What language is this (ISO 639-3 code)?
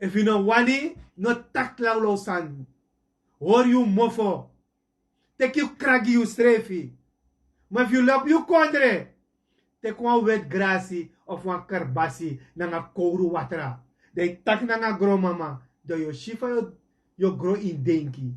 srn